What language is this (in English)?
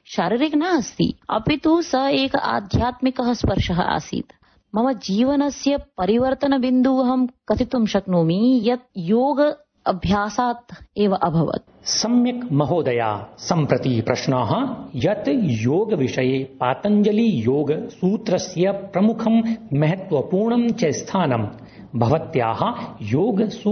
Sanskrit